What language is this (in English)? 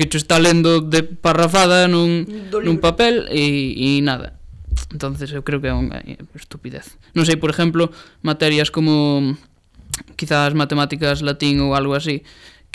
Galician